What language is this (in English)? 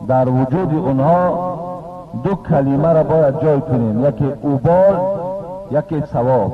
Tajik